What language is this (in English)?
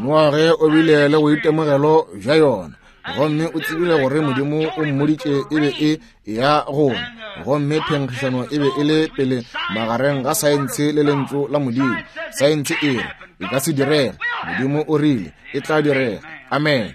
Northern Sotho